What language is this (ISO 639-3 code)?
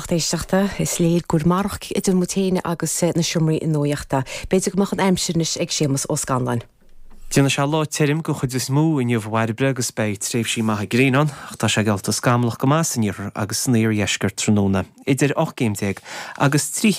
gle